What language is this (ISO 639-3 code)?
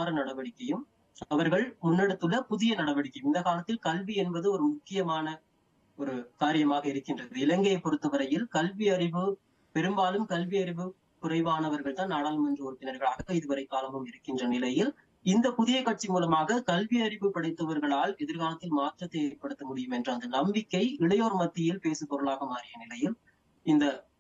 tam